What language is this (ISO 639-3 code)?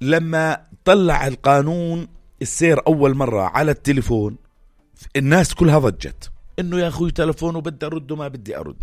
apc